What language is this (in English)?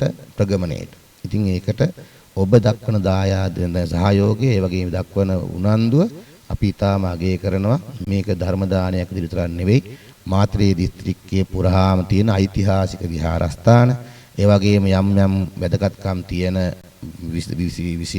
Sinhala